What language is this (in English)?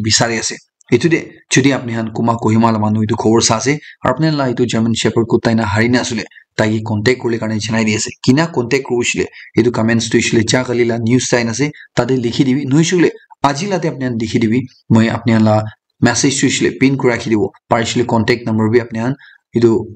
Naga Pidgin